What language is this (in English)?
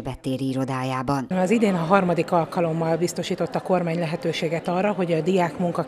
Hungarian